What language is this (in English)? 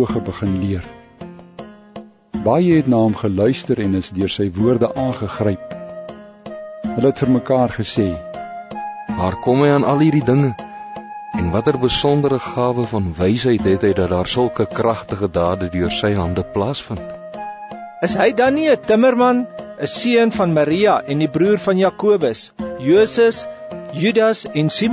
Afrikaans